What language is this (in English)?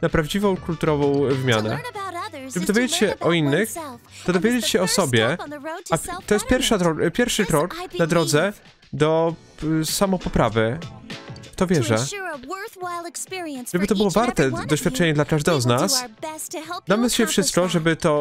Polish